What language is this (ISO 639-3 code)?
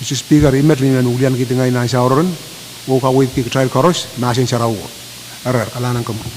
pon